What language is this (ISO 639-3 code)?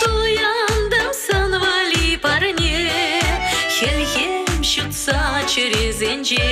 chv